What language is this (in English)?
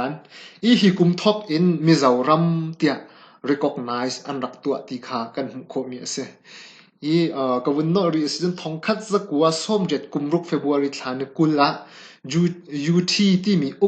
Hakha Chin